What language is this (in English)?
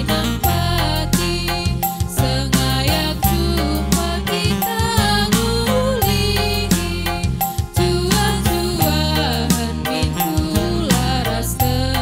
Batak Karo